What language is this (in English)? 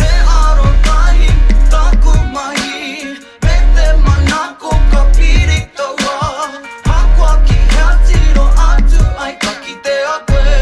Māori